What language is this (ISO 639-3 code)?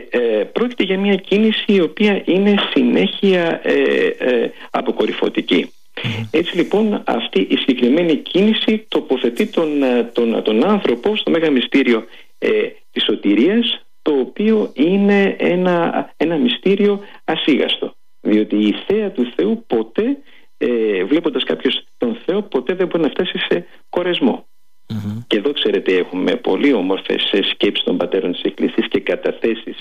ell